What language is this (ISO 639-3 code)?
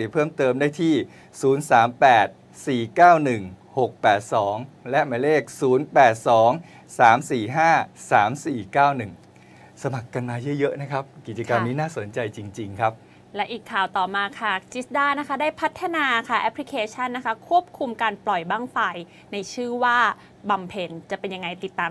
tha